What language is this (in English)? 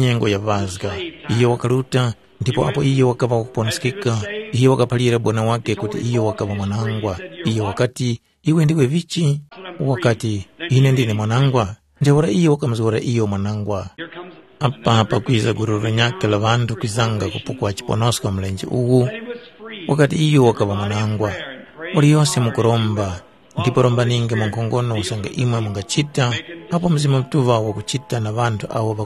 Tumbuka